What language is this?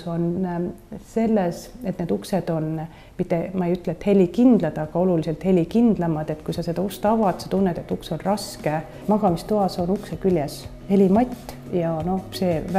Estonian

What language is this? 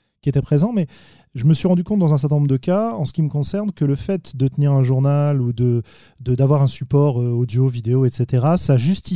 French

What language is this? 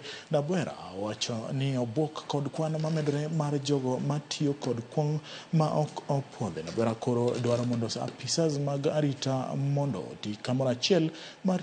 Luo (Kenya and Tanzania)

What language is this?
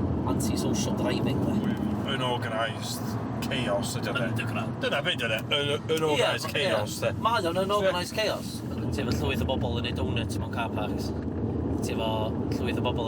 Welsh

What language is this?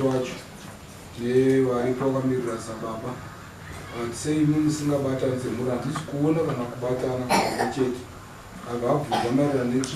Shona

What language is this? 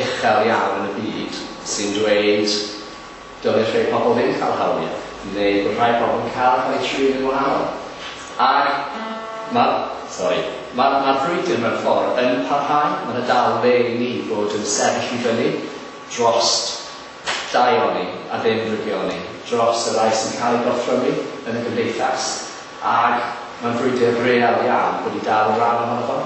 Welsh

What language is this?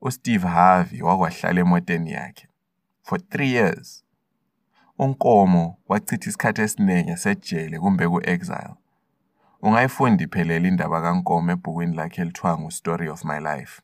North Ndebele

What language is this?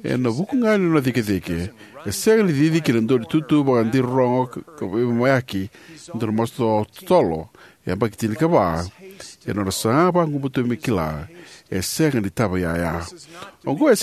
Fijian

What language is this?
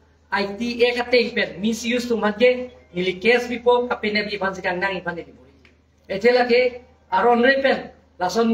Karbi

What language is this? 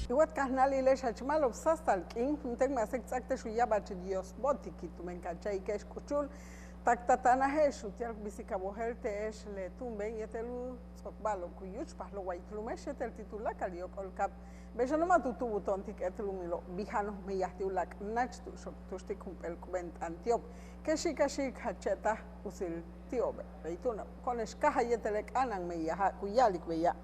Yucateco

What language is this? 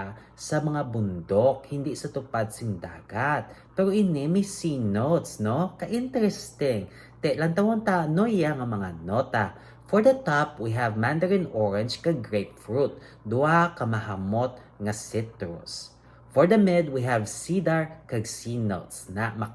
Hiligaynon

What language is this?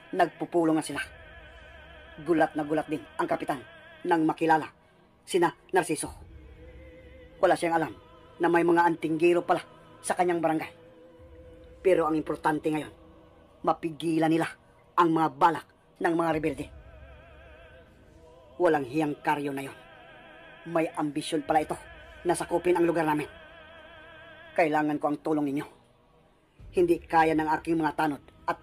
Filipino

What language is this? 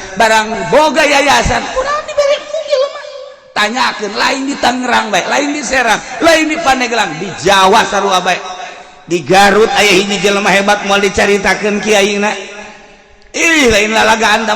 Sundanese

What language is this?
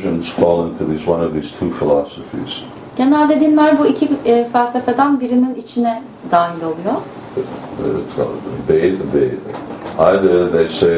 Turkish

